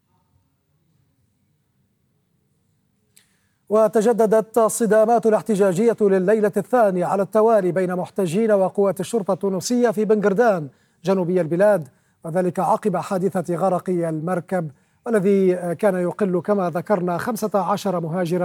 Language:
Arabic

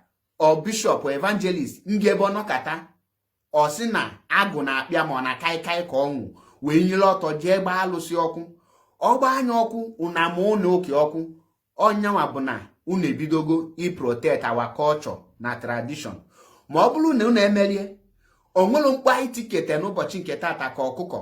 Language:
Igbo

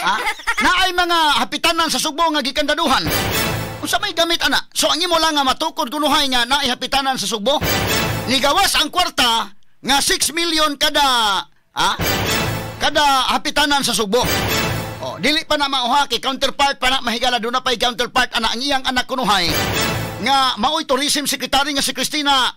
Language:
Cebuano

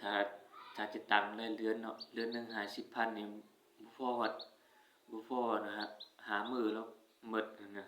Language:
Northeastern Thai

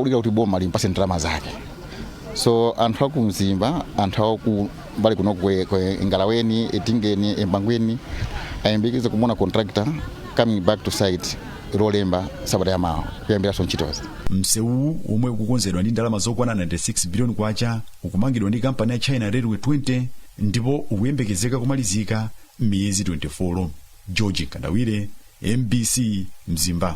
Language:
Nyanja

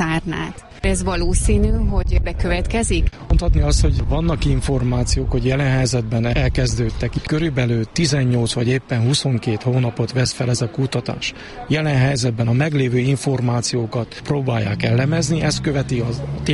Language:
Hungarian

